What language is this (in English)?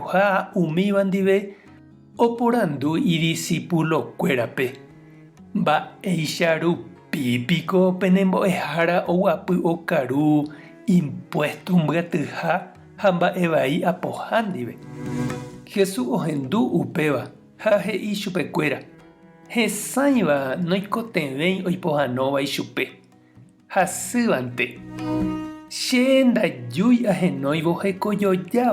Guarani